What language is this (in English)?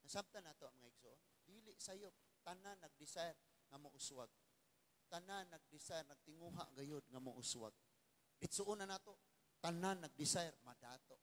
Cebuano